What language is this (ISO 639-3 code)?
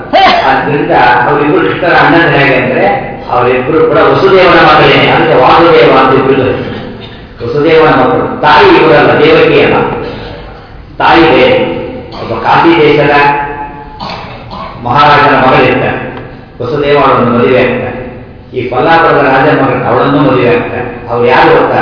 kan